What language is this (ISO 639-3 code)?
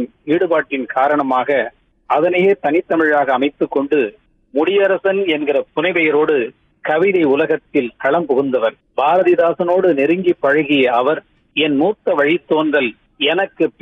tam